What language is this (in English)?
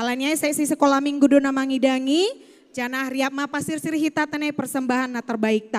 Batak Simalungun